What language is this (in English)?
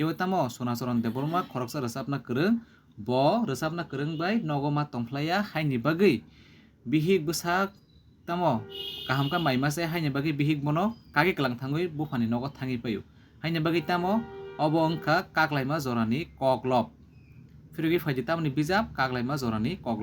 Kok Borok